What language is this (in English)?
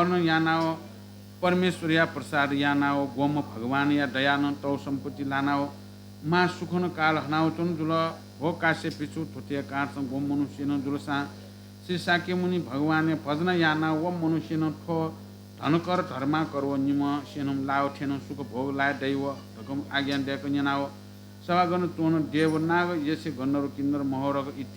Newari